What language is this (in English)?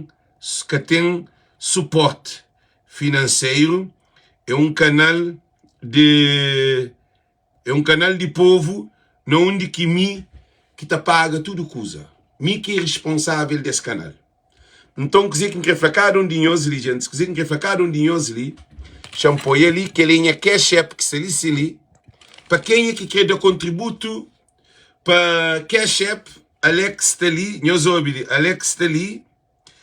Kabuverdianu